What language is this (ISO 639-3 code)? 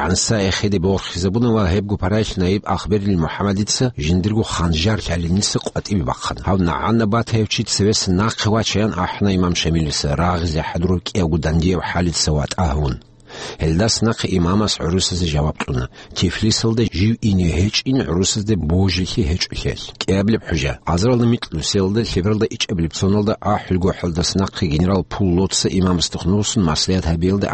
ava